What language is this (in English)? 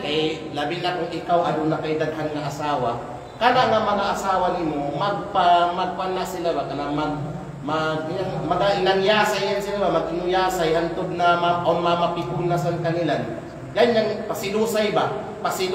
Kalagan